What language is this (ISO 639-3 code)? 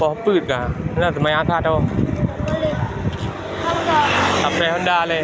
ace